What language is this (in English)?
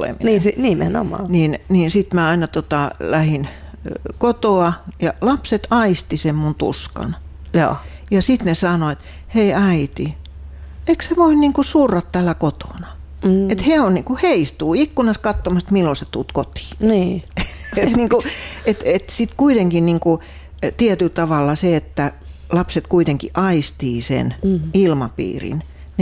Finnish